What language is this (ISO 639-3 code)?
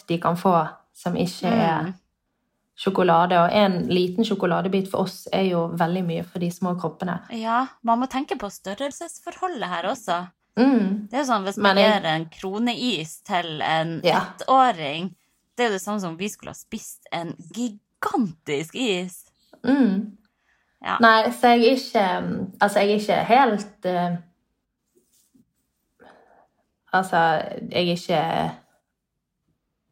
nor